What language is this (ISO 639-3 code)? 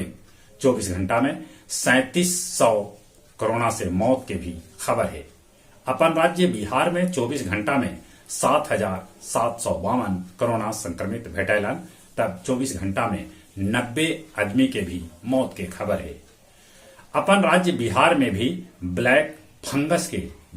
mag